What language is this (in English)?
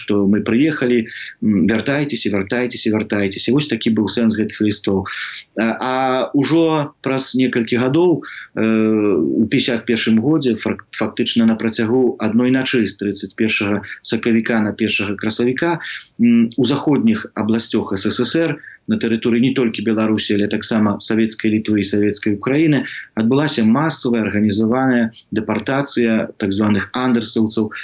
Belarusian